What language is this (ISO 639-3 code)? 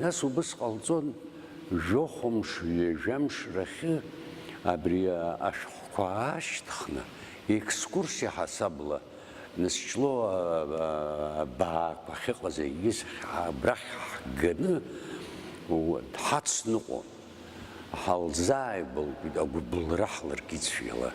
abk